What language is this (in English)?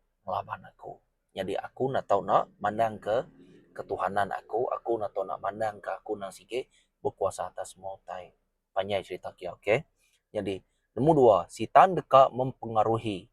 Iban